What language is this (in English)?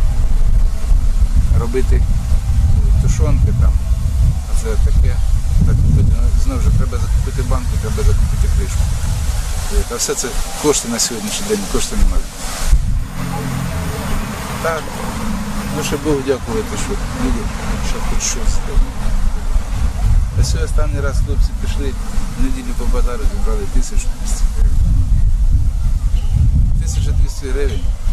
Ukrainian